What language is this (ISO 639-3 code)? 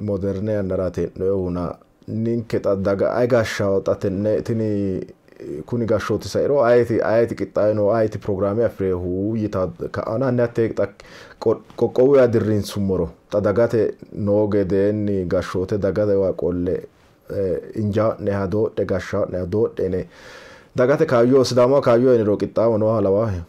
sid